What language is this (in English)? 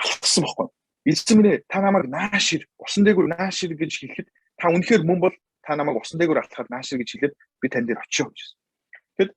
Mongolian